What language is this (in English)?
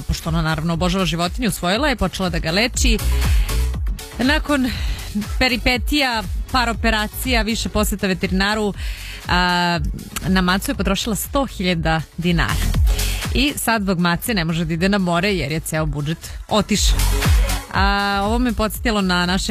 Serbian